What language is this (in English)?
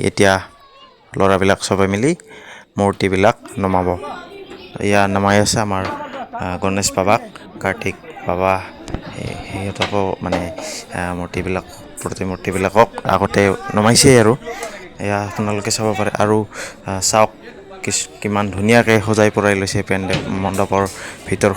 Assamese